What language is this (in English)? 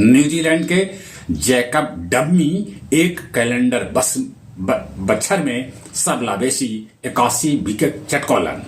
Magahi